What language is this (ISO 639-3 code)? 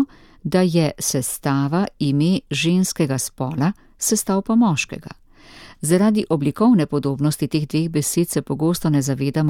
slv